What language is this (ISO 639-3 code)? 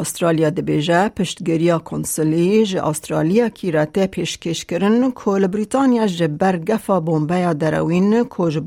kur